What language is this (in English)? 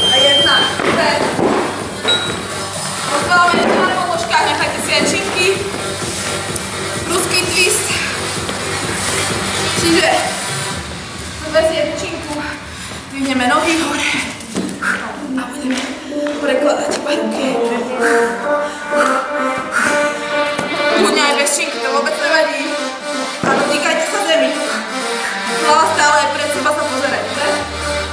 Slovak